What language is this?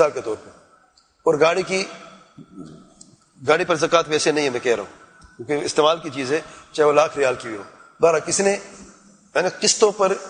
Urdu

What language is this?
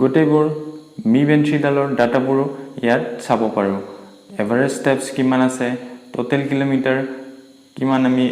Assamese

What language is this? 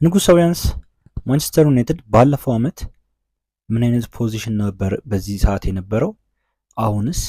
Amharic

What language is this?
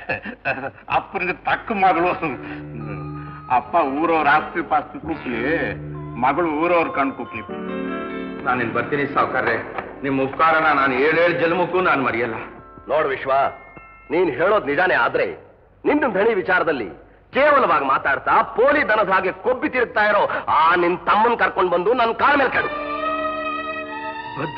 Kannada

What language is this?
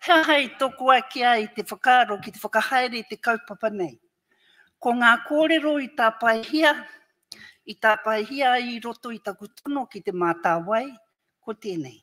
Māori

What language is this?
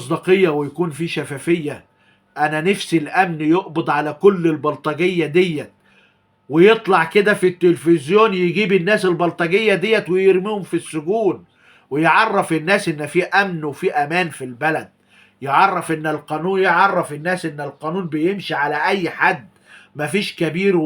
Egyptian Arabic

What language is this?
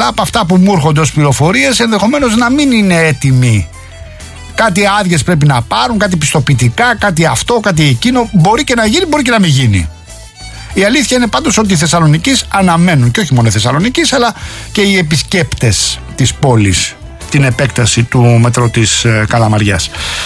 Greek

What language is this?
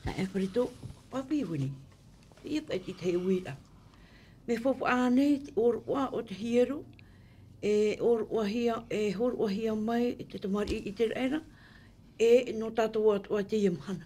Tahitian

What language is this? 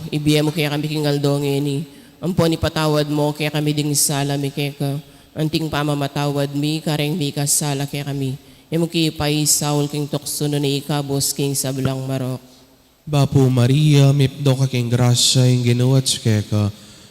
Pampanga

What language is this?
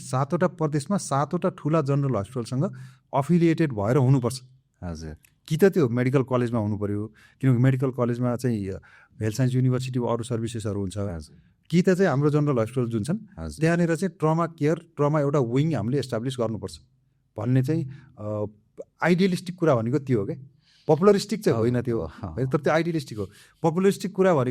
Nepali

